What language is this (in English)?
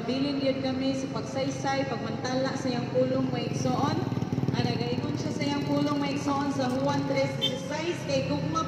Cebuano